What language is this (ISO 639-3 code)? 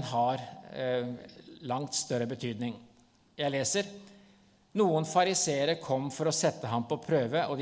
nor